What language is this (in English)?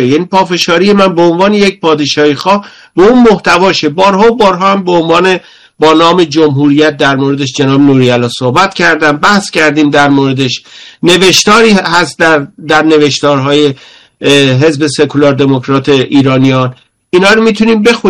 Persian